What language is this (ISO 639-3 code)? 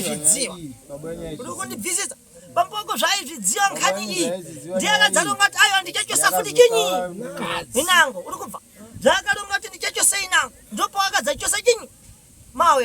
sna